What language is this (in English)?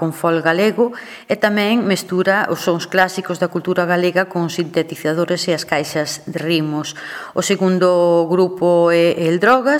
Galician